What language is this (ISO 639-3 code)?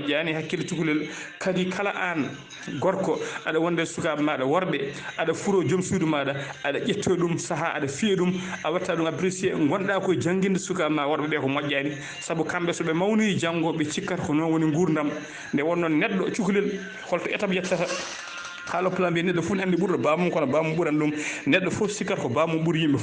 ful